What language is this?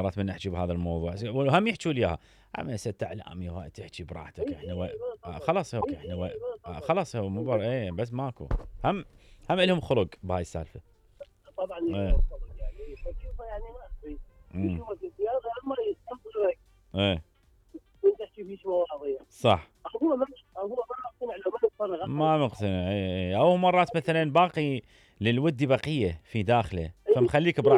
Mesopotamian Arabic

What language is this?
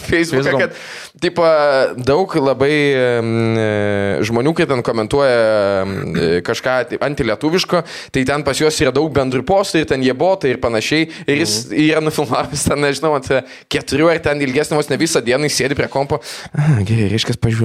Lithuanian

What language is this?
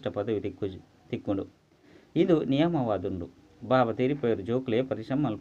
Tulu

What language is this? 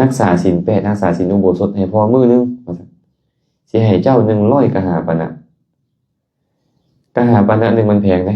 Lao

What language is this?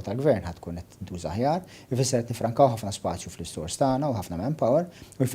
Maltese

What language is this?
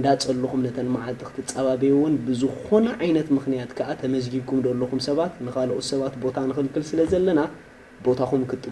Tigrinya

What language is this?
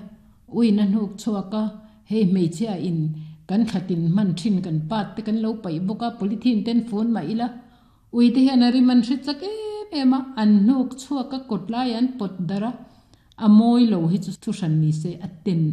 Mizo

